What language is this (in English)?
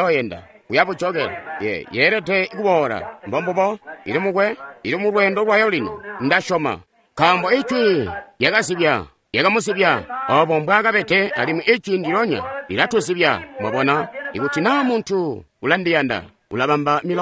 Tonga (Zambia)